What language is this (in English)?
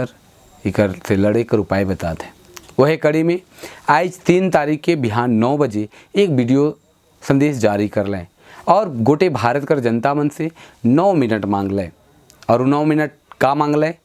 Sadri